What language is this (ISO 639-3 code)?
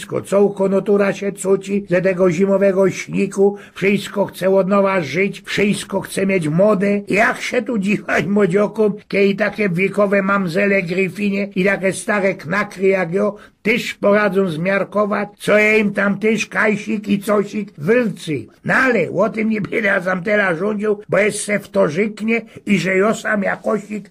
szl